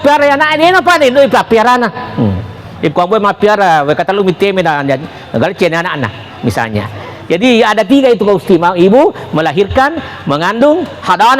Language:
Buginese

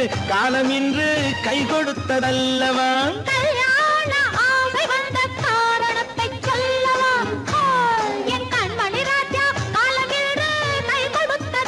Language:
Tamil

